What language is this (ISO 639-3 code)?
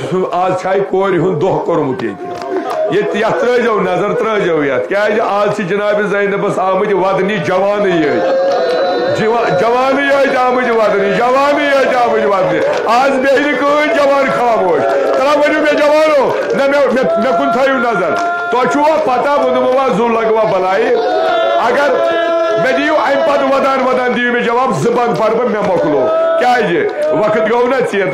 kas